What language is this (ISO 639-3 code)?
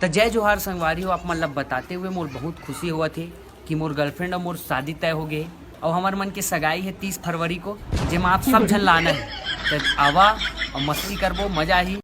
hne